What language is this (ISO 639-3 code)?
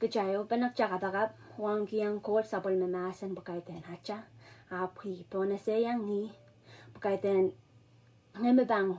pon